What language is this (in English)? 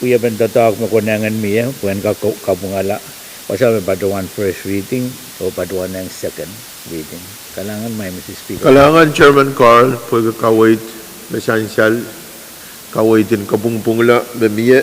Pohnpeian